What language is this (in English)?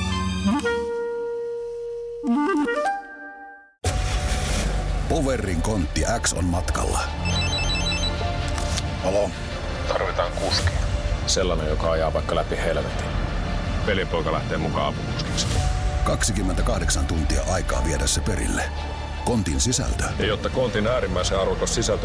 Finnish